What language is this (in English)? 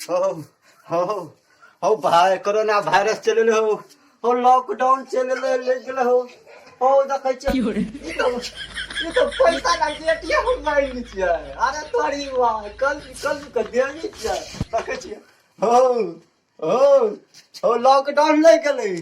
Maithili